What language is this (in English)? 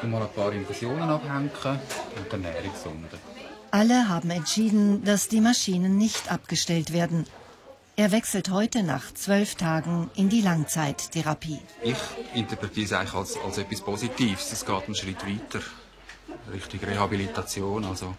Swiss German